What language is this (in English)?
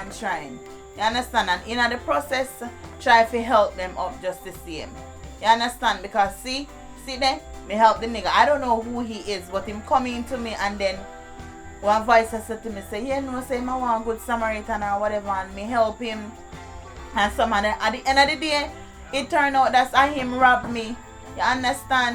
Jamaican Creole English